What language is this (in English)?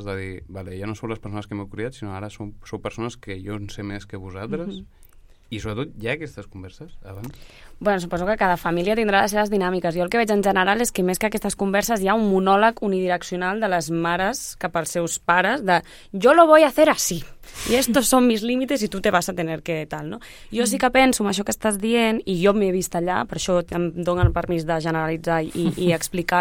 Catalan